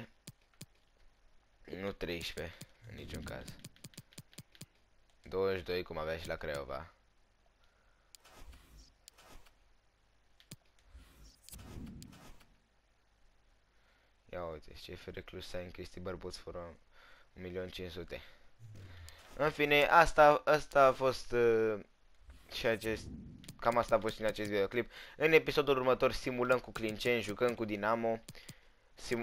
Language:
Romanian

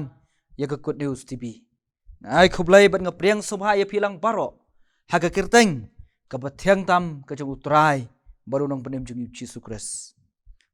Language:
Khasi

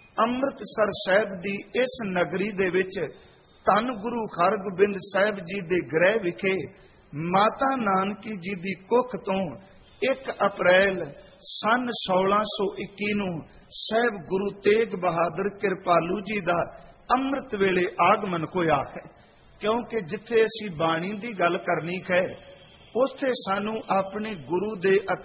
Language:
Punjabi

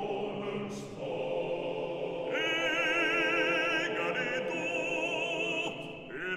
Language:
Swedish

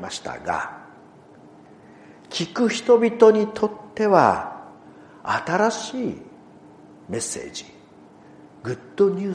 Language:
Japanese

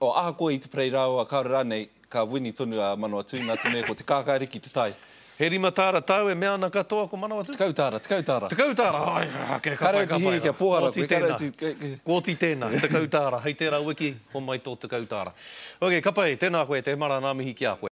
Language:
Māori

